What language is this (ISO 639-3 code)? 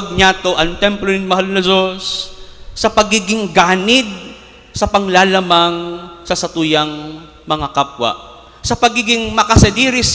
bik